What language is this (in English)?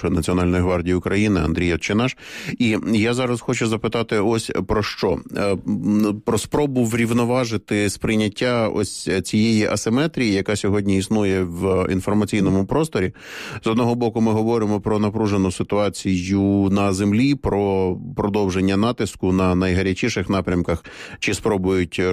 Ukrainian